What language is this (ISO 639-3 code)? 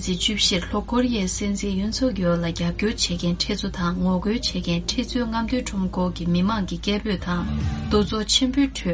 bod